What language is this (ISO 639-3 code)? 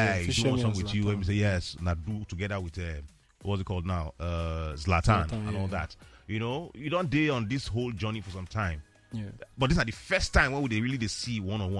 pcm